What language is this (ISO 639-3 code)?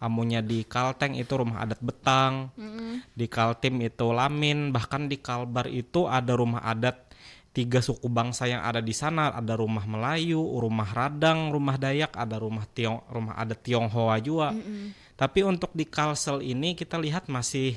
bjn